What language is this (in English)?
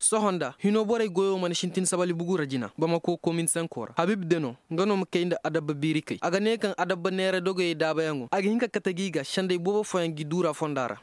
Koyraboro Senni